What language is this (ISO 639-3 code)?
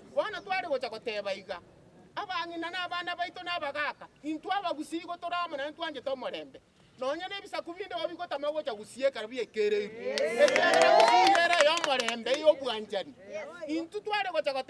guz